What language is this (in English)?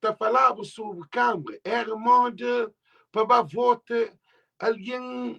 Kabuverdianu